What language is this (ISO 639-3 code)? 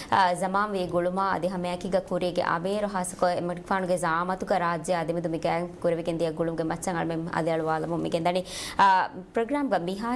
div